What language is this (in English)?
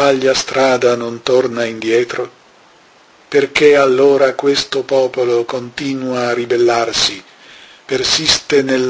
Italian